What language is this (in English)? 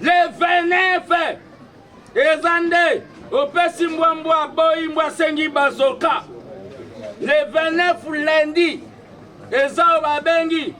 Lingala